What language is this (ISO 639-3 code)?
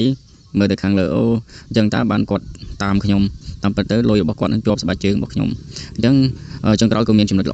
khm